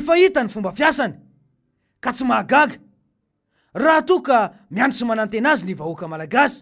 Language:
Malagasy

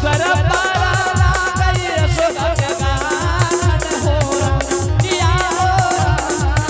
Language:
Angika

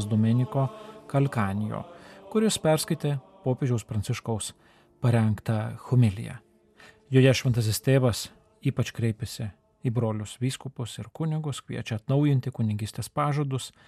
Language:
Lithuanian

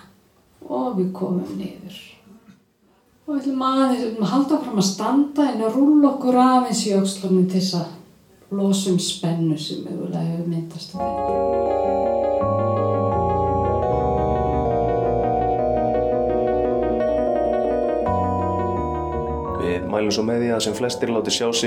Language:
Icelandic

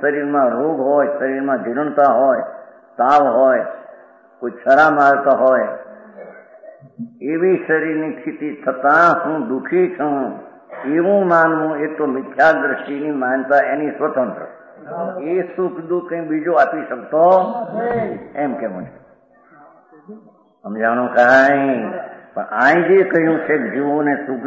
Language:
Gujarati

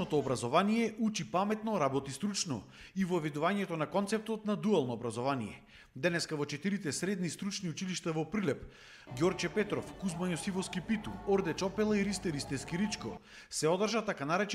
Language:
Macedonian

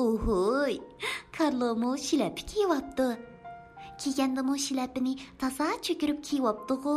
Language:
Uyghur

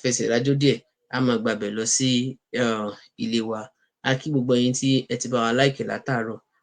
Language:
Yoruba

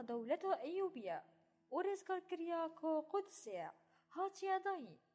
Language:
Kurdish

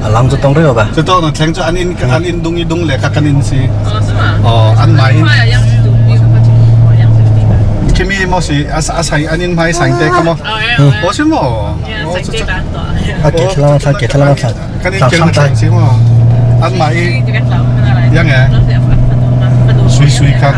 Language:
Hakha Chin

